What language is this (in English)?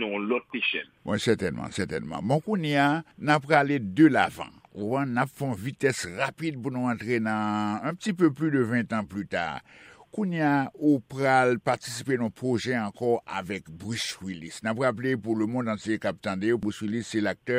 Haitian Creole